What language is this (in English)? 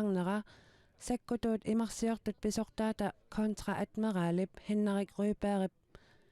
Kalaallisut